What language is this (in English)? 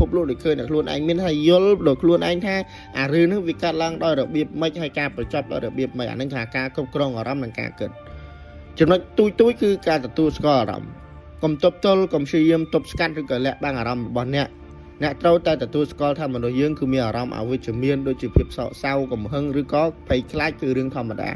Khmer